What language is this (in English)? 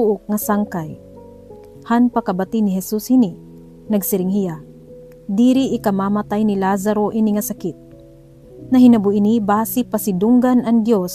Waray